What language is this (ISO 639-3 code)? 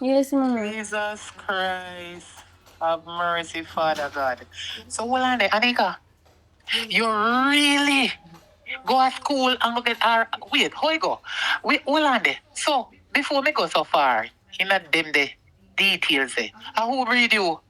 jam